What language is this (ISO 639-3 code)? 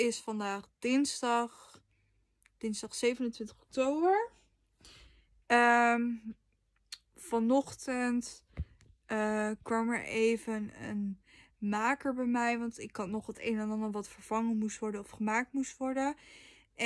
nld